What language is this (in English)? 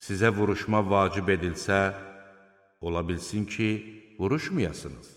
Azerbaijani